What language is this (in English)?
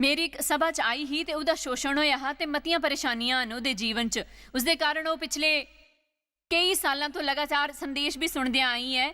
Dogri